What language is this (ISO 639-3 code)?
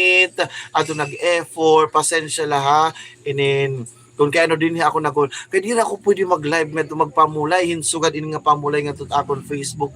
war